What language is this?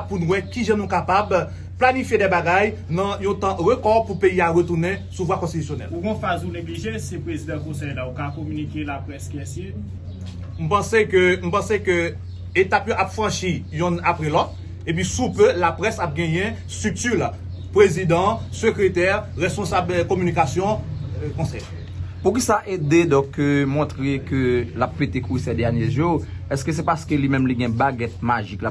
Haitian Creole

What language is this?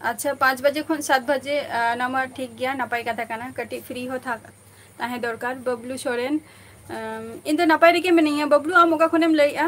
Santali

